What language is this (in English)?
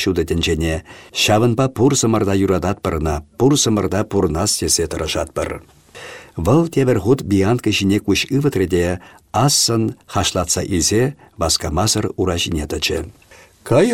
Chuvash